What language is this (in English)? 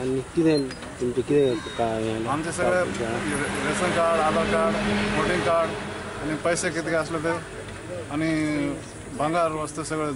Konkani